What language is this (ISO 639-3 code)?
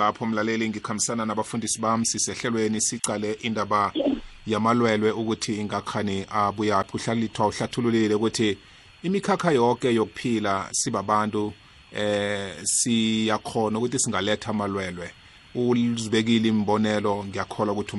nbl